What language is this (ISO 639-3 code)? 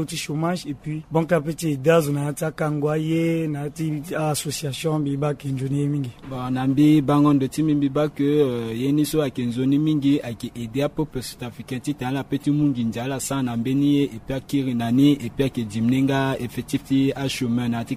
sag